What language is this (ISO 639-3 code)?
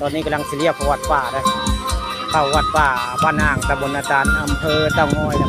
tts